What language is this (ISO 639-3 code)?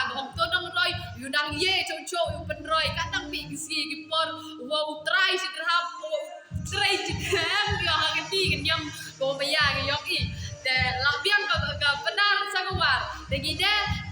kha